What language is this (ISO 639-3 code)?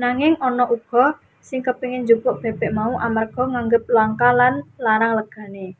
jav